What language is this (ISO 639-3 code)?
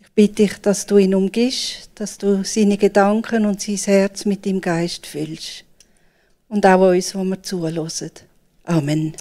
gsw